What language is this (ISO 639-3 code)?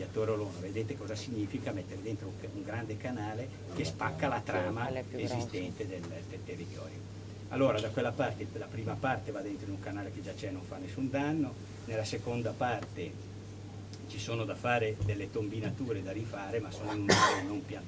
ita